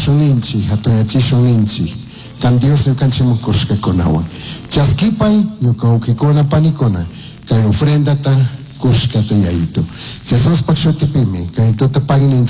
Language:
Chimborazo Highland Quichua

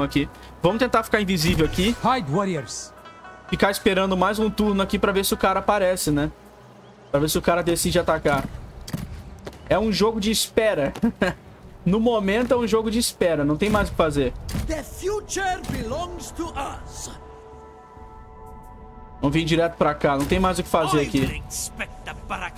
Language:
Portuguese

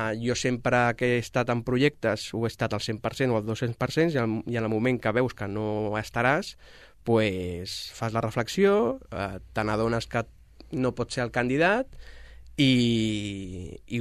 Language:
Catalan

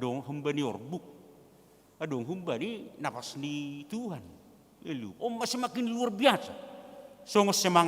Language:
Batak Simalungun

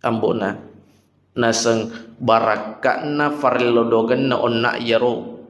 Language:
Buginese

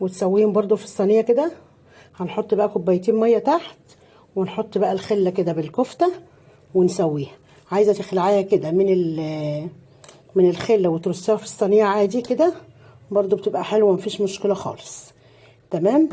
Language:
Egyptian Arabic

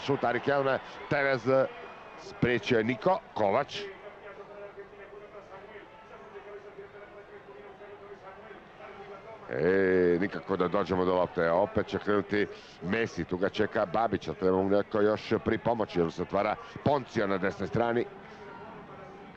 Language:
Croatian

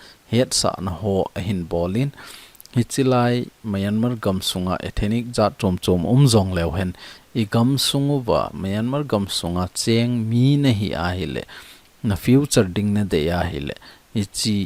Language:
Thado Chin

